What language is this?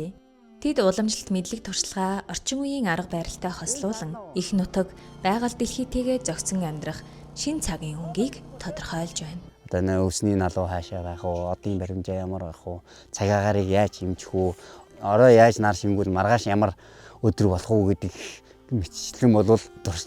Mongolian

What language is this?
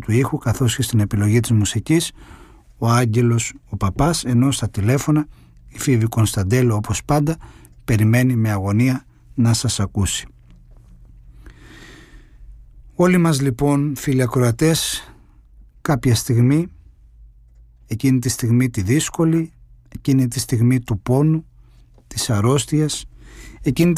Greek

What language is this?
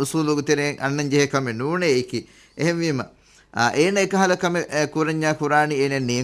Divehi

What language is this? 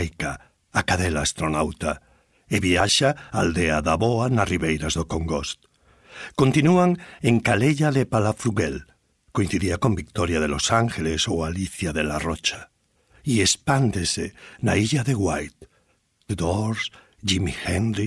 Galician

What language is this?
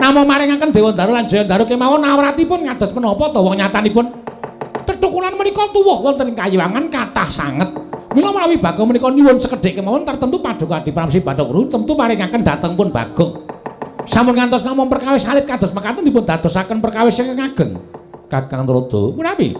Javanese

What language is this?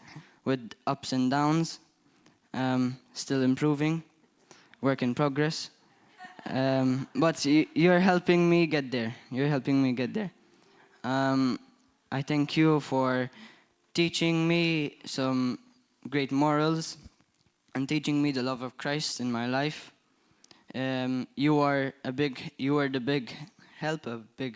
English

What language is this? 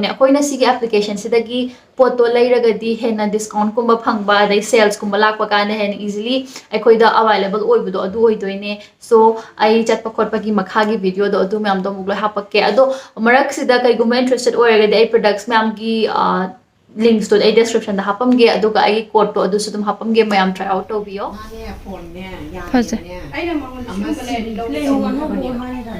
Manipuri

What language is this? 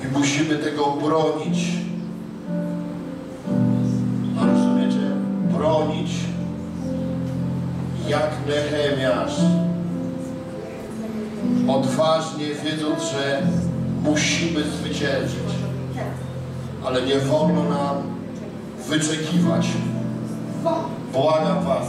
Polish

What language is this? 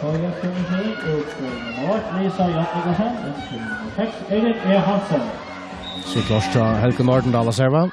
Faroese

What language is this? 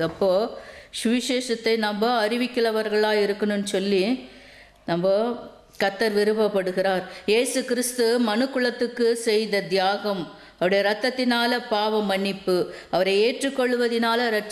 Tamil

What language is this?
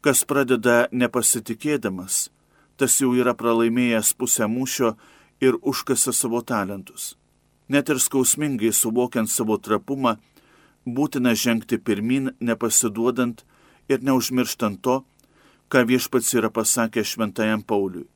Lithuanian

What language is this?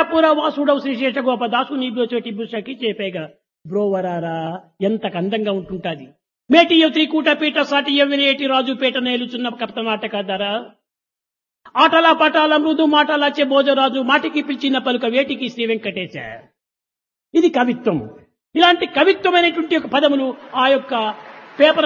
Telugu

